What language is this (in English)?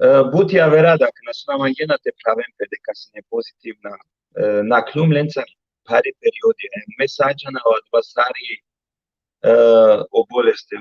Balkan Romani